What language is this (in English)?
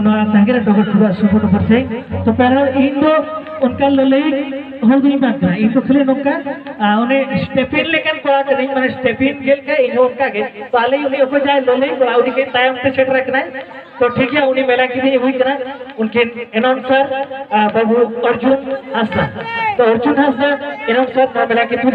Santali